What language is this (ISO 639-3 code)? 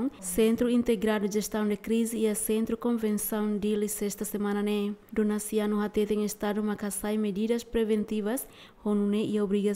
tet